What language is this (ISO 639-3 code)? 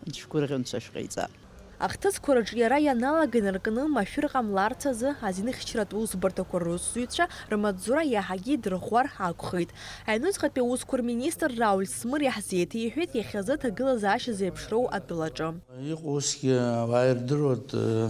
abk